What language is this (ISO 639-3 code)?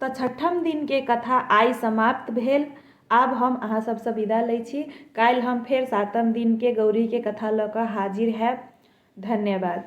mai